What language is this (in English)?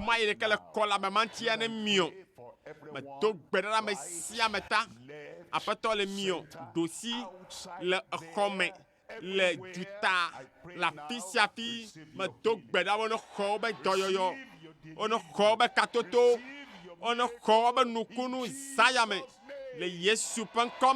Ewe